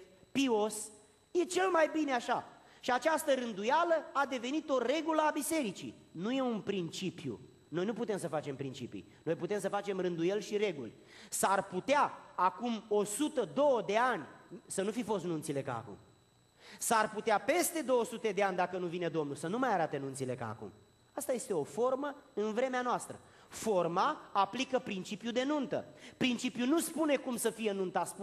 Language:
Romanian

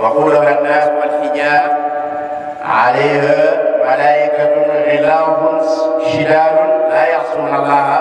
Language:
Wolof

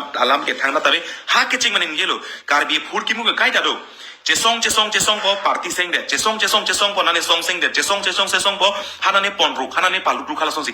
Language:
Karbi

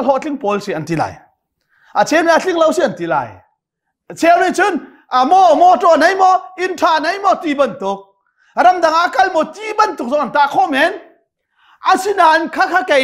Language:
Hakha Chin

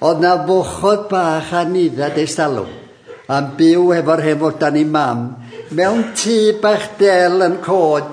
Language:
Welsh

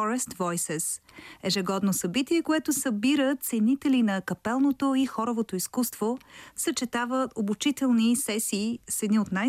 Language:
Bulgarian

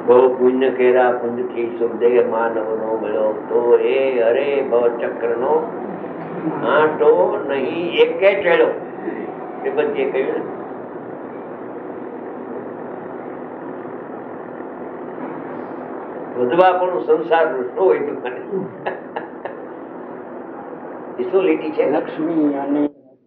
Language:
Gujarati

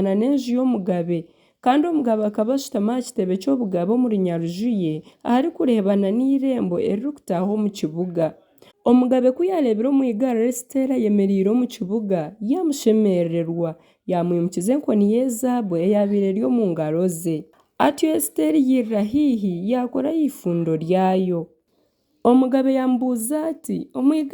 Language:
Nyankole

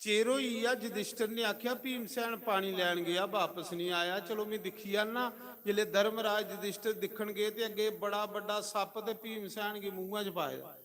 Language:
Dogri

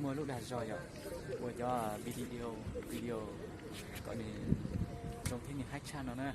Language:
Hmong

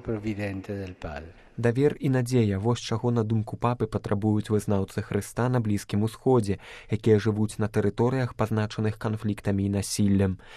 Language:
Belarusian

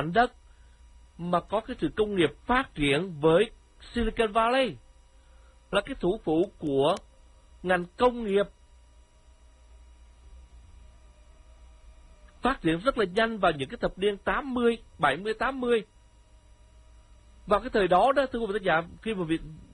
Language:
Vietnamese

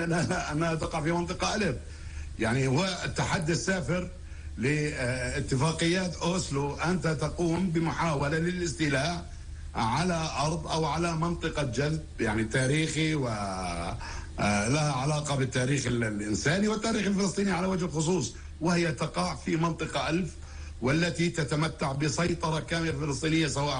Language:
North Levantine Arabic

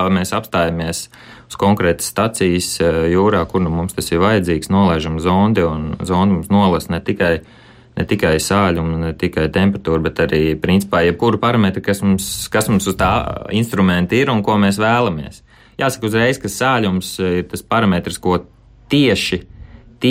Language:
Latvian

